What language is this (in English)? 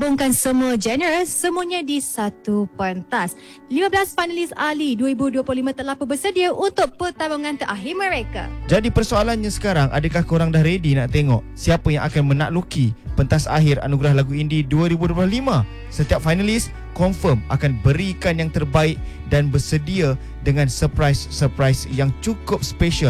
Malay